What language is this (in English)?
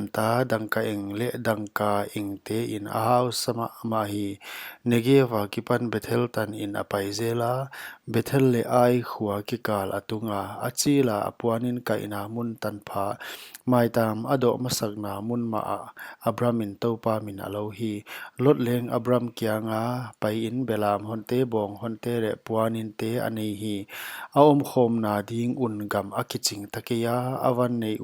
Paite Chin